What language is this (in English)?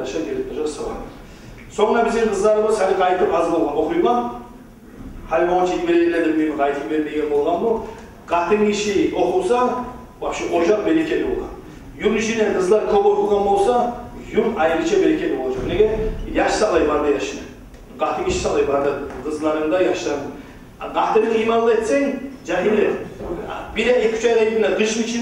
Kumyk